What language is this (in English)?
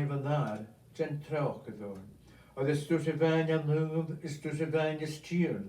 Scottish Gaelic